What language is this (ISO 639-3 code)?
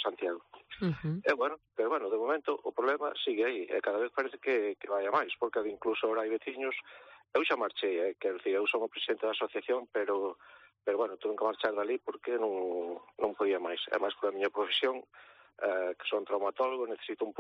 glg